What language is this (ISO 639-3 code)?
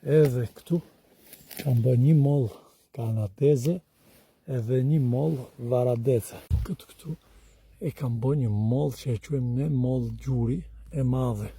sqi